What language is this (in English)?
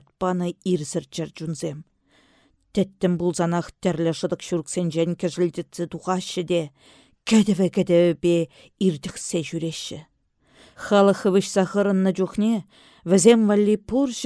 Chuvash